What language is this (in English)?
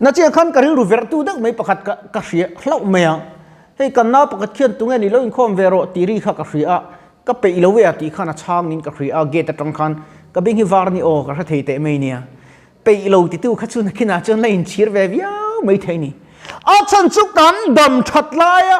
Mizo